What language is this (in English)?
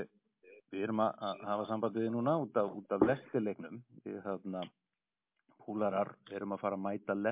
Icelandic